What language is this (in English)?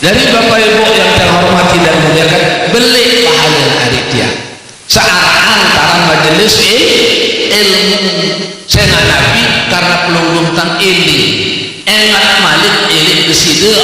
Sasak